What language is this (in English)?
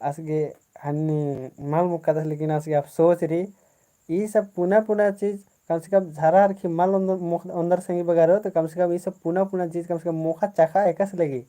Kurukh